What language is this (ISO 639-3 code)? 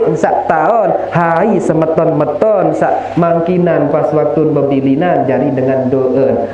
sas